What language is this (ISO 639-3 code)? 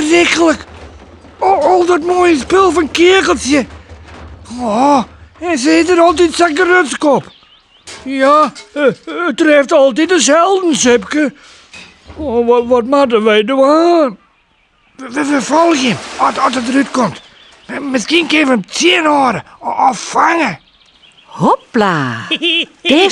fry